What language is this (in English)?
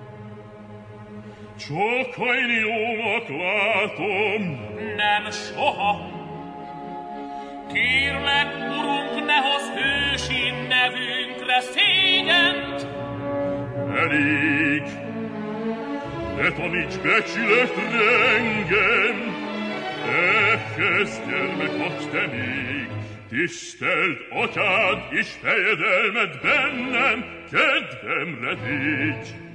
Hungarian